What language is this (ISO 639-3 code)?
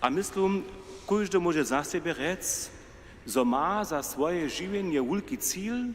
hsb